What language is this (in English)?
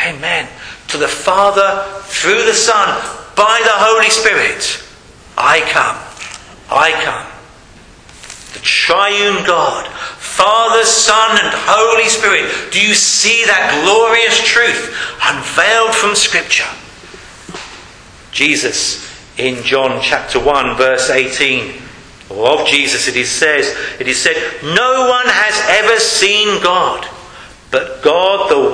English